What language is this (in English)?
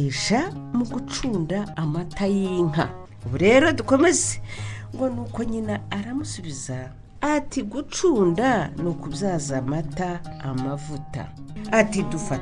Kinyarwanda